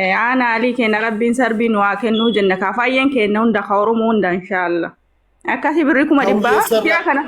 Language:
Oromo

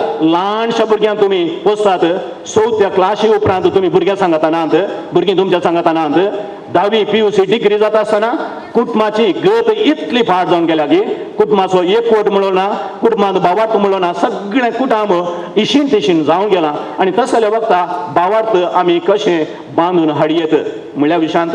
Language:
Konkani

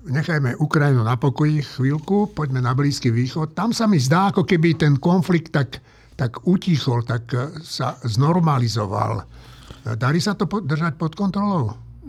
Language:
Slovak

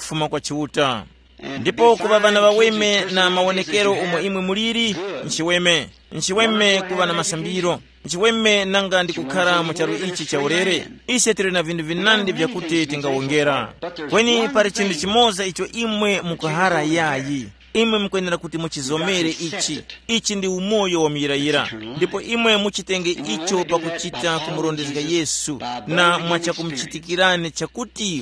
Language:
Tumbuka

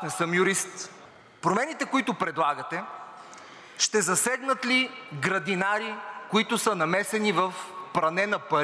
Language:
Bulgarian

